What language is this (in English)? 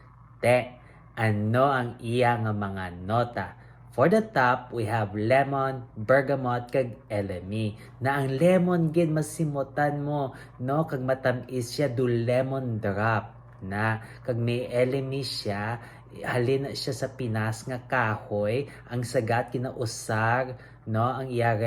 Hiligaynon